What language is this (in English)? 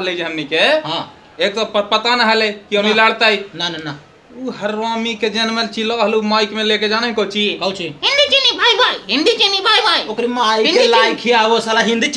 Magahi